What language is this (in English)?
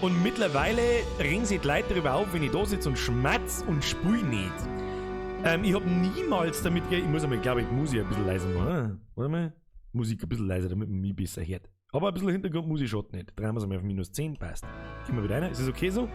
Bavarian